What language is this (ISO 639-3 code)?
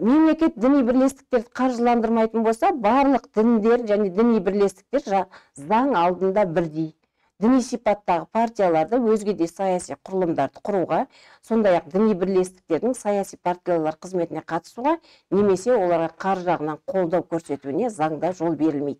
kaz